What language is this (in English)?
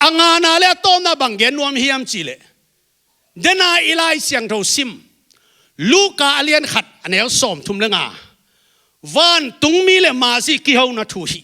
Tedim Chin